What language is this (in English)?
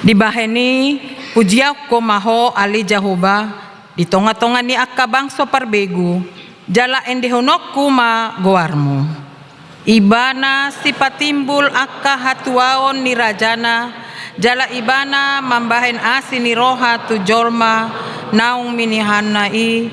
Batak Toba